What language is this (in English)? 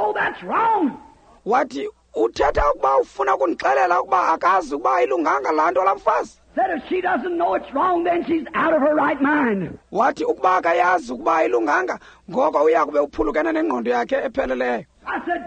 Xhosa